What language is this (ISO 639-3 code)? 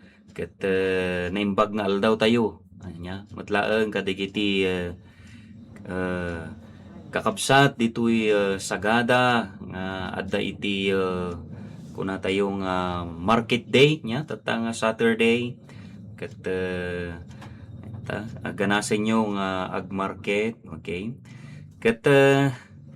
ilo